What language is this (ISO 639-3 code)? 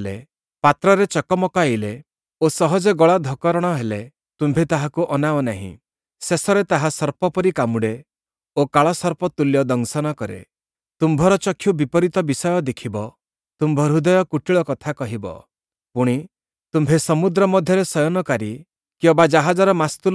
ori